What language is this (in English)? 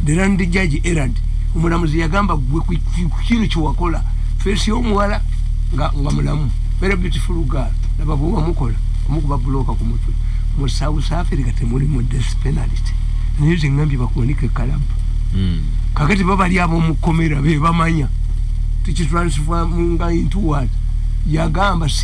Ganda